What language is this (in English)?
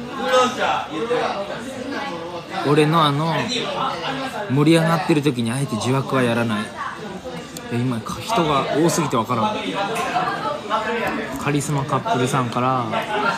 Japanese